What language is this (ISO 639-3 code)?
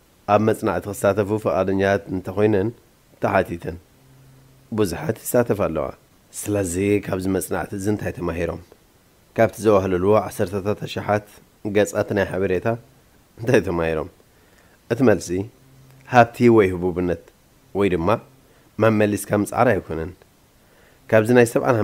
tir